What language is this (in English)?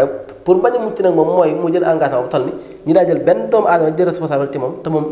Wolof